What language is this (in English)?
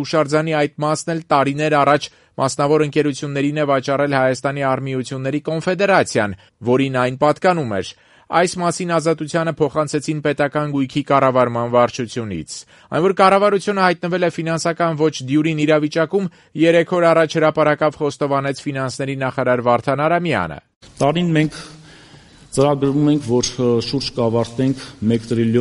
Armenian